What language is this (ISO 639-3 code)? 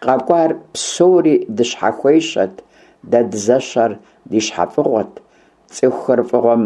kbd